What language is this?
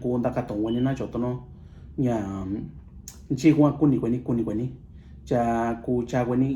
Mixtepec Mixtec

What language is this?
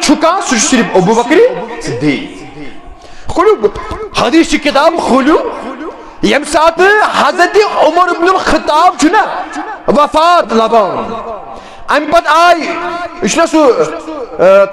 Kashmiri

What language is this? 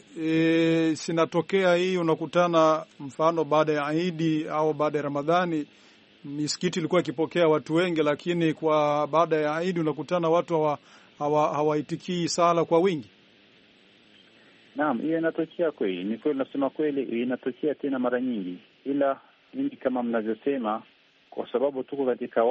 Swahili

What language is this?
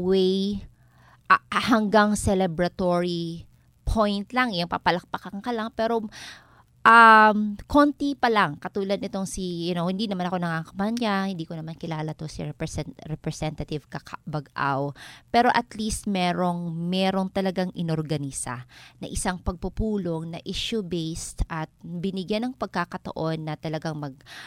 Filipino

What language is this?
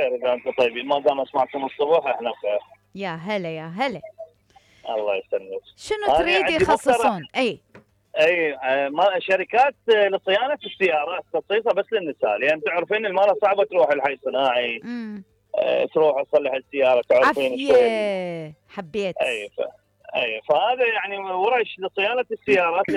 Mesopotamian Arabic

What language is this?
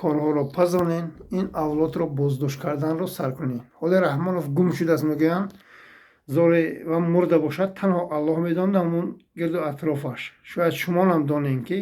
Tajik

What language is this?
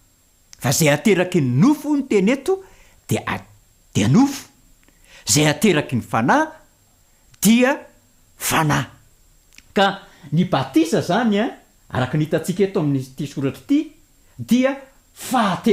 Malagasy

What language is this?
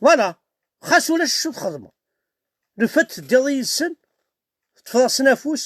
Kabyle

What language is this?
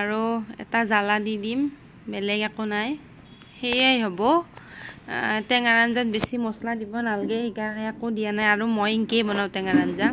Assamese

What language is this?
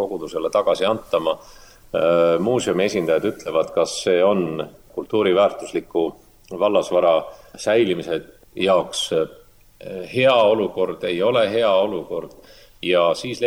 Estonian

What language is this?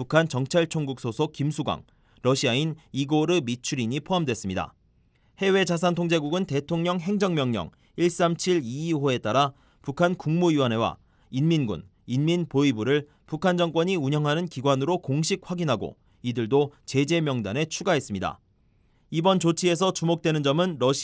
Korean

